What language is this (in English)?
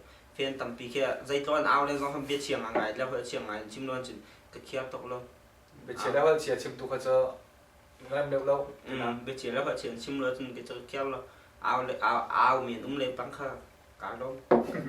Hakha Chin